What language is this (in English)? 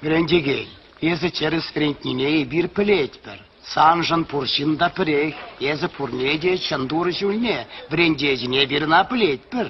Chuvash